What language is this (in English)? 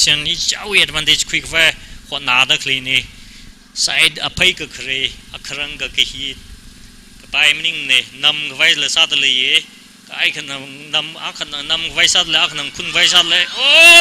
Tangkhul Naga (India)